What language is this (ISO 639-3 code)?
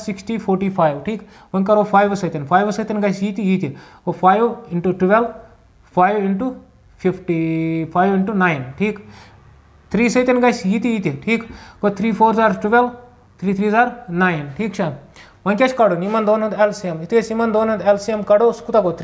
kas